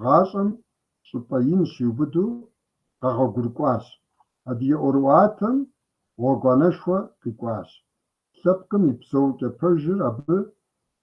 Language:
Kabardian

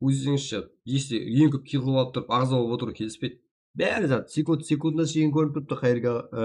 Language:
Kara-Kalpak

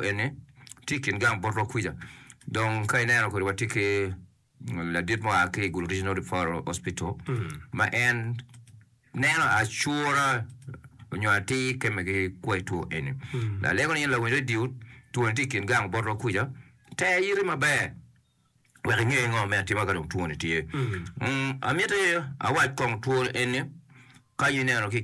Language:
Acoli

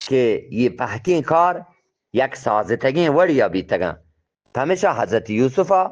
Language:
Eastern Balochi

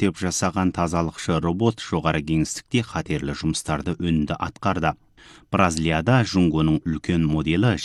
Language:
Kazakh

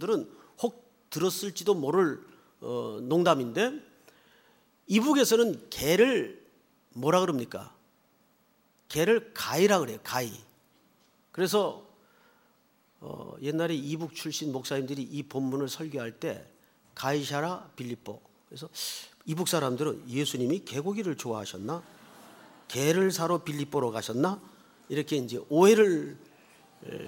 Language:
Korean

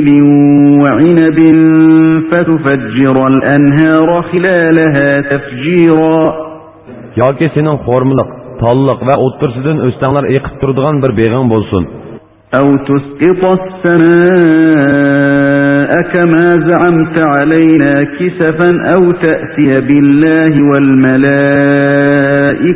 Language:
Uyghur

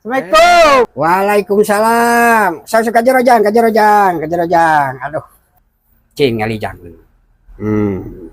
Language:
Sundanese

